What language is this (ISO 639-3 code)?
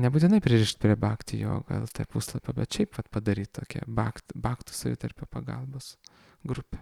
lit